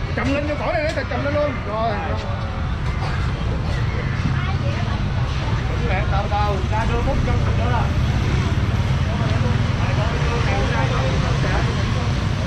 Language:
Vietnamese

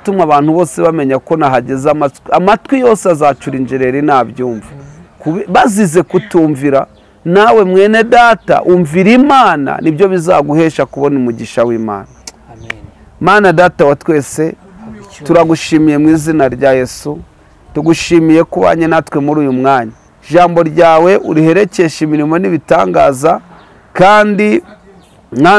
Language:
Kinyarwanda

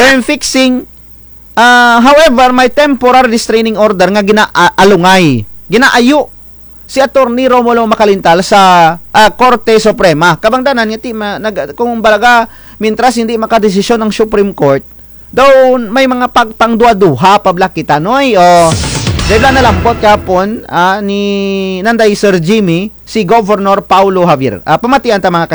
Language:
Kinaray-a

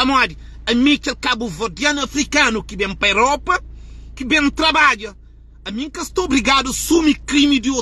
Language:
Kabuverdianu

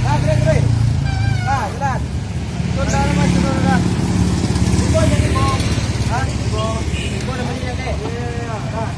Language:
Minangkabau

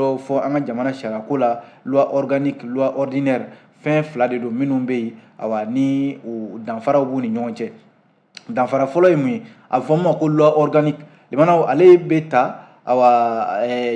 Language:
Bambara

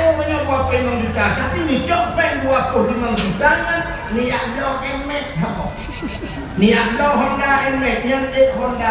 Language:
Achinese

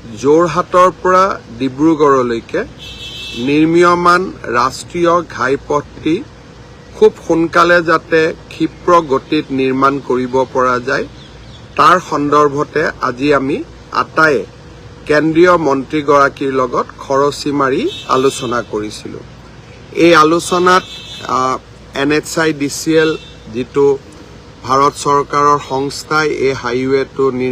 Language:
Assamese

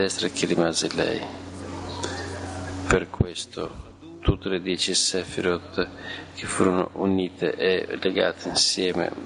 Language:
Italian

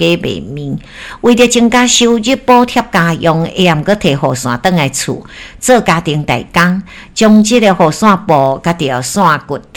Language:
Min Nan Chinese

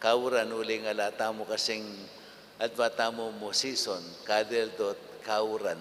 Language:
Pampanga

